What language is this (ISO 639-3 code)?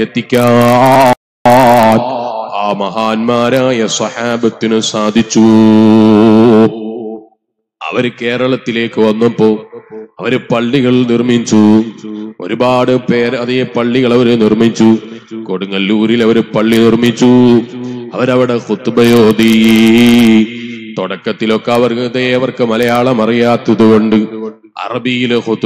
mal